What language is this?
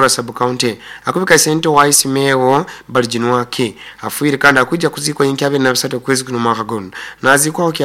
Nyoro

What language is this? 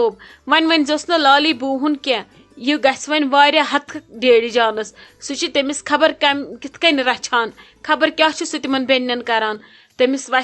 Kashmiri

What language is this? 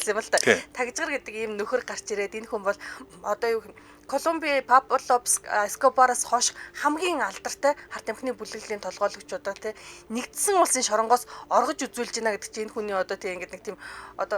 Mongolian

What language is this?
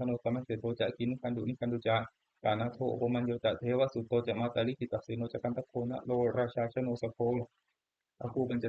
Pali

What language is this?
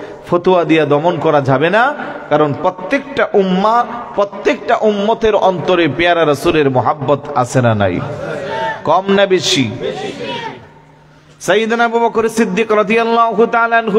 Bangla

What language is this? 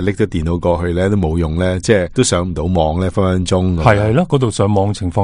Cantonese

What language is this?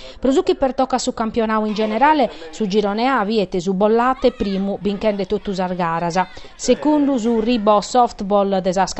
Sardinian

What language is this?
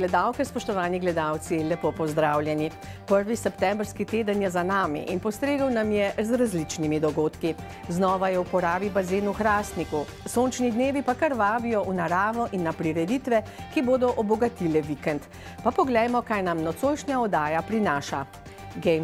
Slovenian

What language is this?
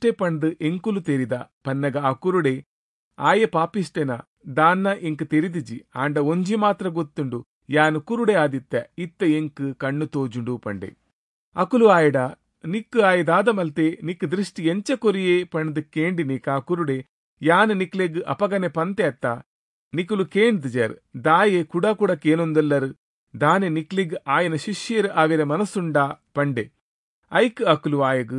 Tulu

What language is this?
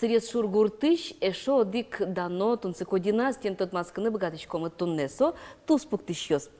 Udmurt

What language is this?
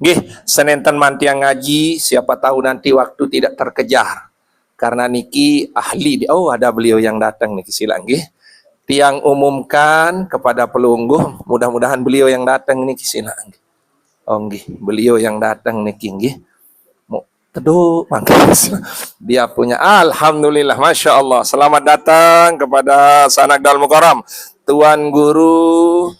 Sasak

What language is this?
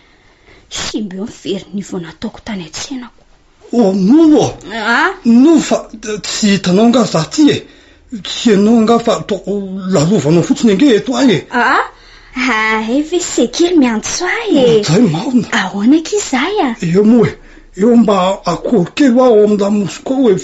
Malagasy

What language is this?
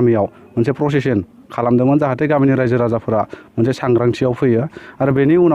Bodo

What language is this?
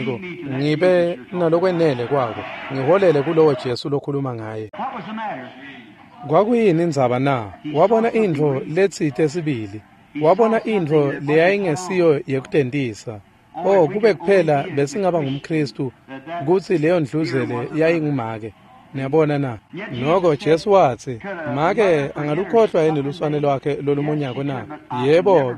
Swati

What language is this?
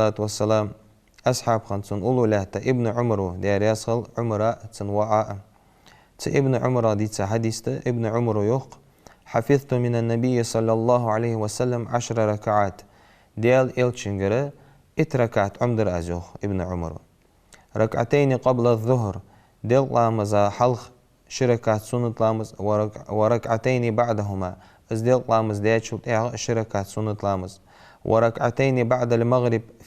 Ingush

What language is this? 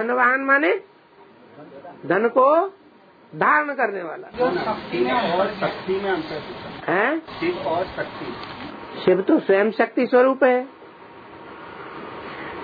Hindi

